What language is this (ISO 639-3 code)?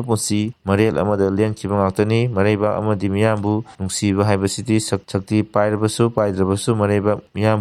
mni